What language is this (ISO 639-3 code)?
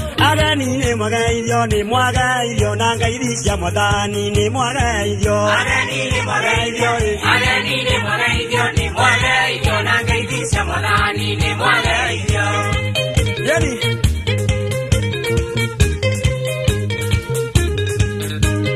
kik